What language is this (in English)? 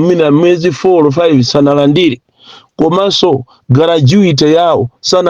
Nyanja